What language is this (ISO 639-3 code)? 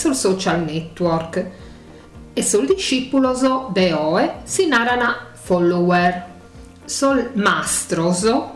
srd